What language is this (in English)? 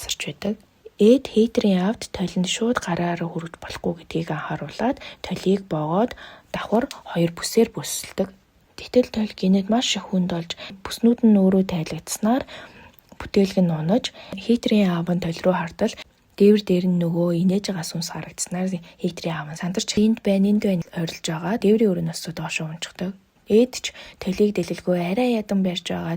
Mongolian